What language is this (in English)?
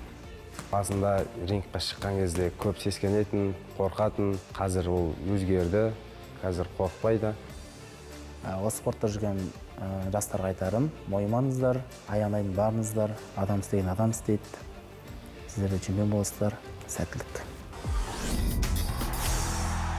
Kazakh